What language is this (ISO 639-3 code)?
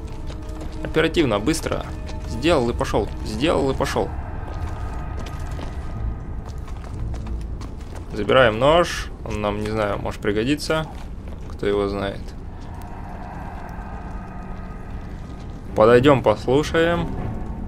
rus